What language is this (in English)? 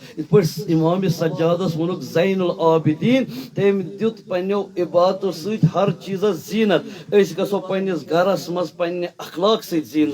Kashmiri